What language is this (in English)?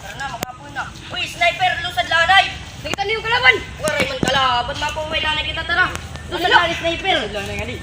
Waray